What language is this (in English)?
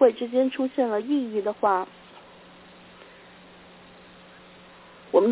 Chinese